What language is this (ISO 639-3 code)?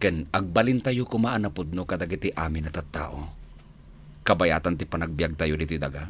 ilo